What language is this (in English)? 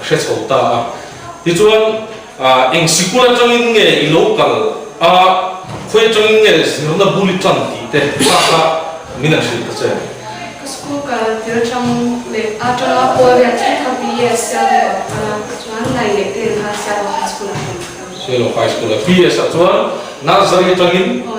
Mizo